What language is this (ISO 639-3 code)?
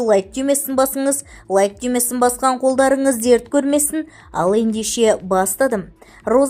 kaz